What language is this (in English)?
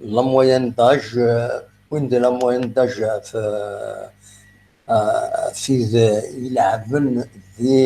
Kabyle